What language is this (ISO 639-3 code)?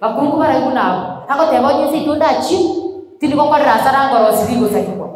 guz